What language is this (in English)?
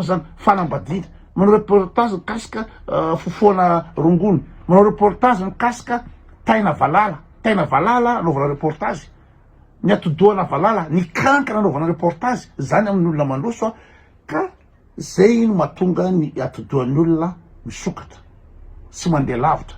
Malagasy